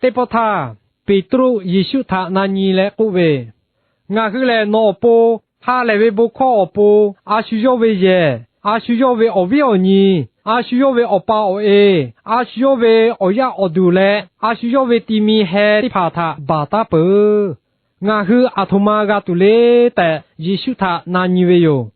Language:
Lahu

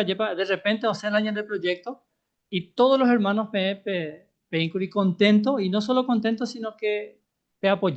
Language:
Guarani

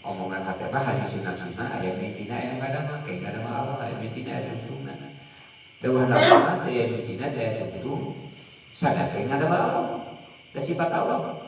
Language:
Sundanese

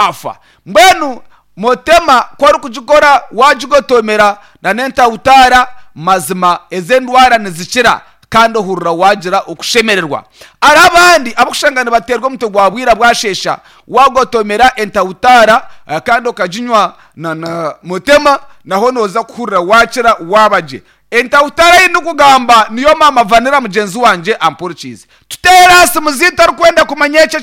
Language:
Nyankole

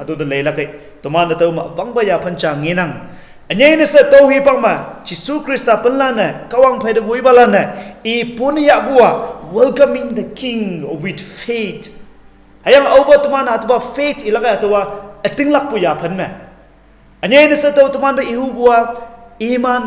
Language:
Konyak Naga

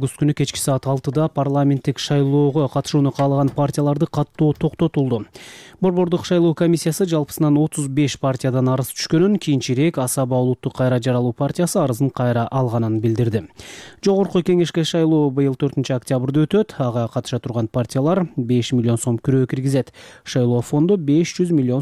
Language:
Kyrgyz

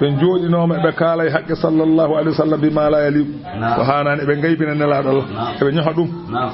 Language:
Fula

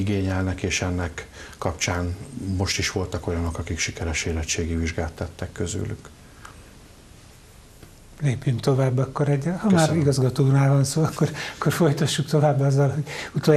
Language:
Hungarian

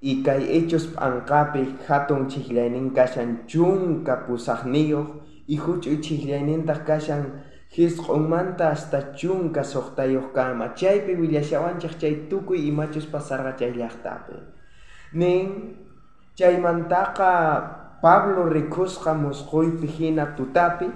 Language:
South Bolivian Quechua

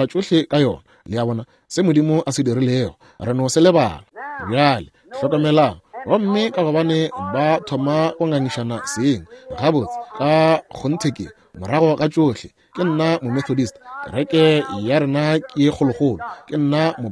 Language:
Northern Sotho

